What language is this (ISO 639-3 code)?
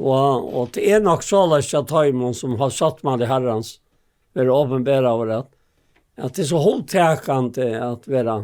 fao